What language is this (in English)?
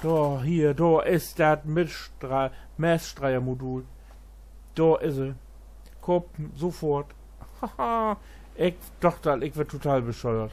Low German